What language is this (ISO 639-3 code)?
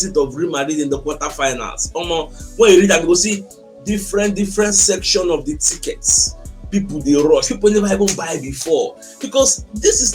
pcm